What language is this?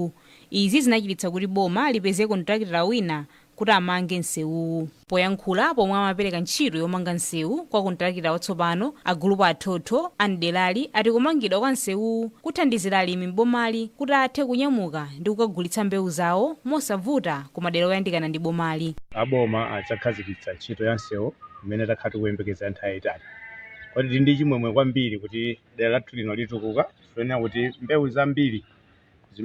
Nyanja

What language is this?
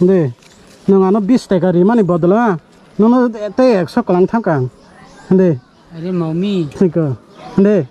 Kok Borok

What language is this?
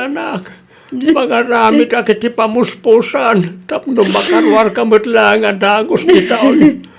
Iloko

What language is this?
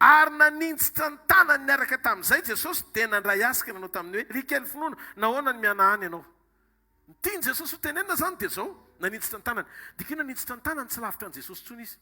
Malagasy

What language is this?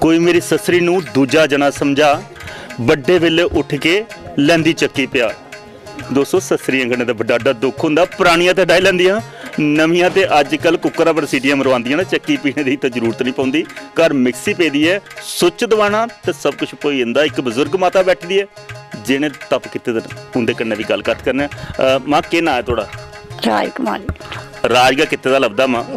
Dogri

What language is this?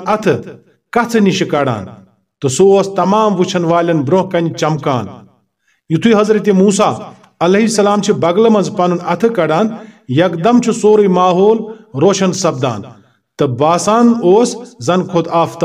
Kashmiri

